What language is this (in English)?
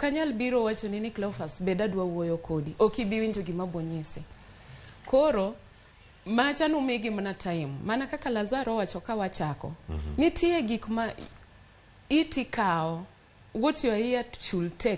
Luo (Kenya and Tanzania)